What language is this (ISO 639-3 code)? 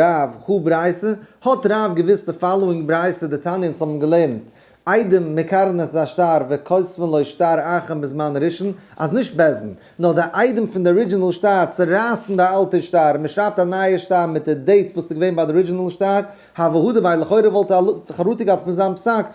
yid